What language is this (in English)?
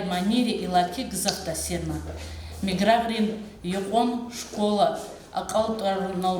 Lezghian